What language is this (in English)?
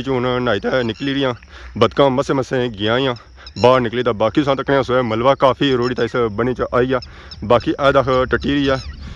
Pahari-Potwari